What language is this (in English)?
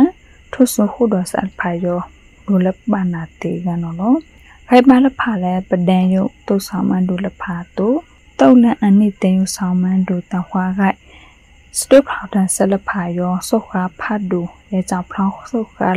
Burmese